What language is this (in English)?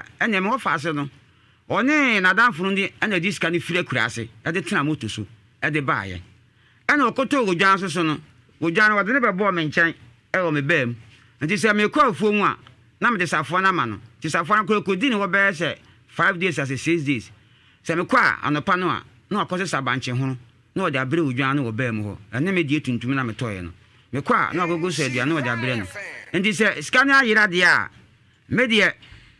Akan